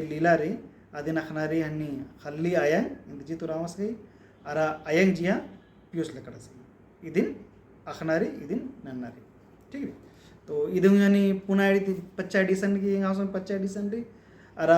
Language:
Kurukh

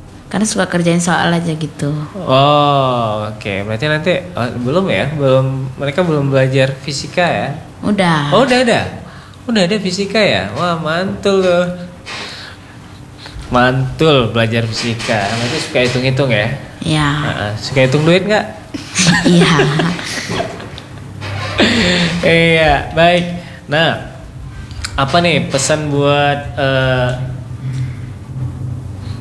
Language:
Indonesian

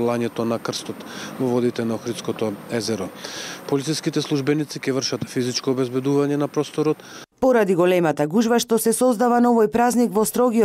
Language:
Macedonian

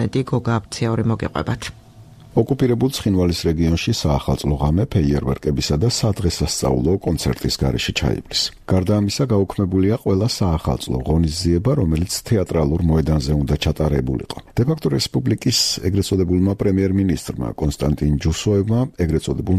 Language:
Georgian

